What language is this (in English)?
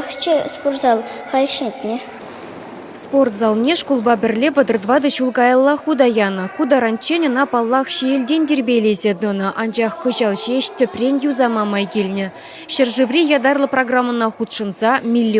Chuvash